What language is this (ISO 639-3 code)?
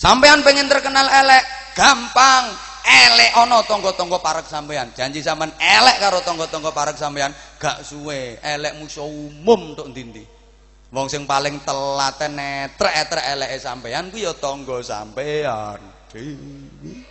jav